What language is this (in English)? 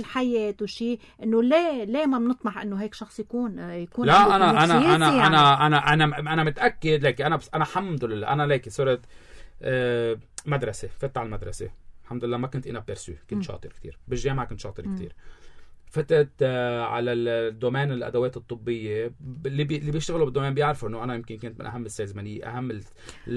North Levantine Arabic